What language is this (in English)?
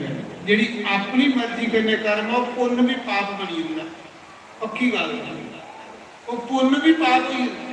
Dogri